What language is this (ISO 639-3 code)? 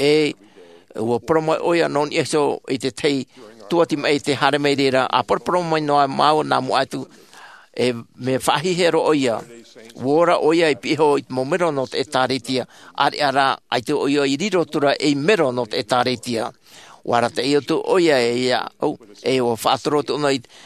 tah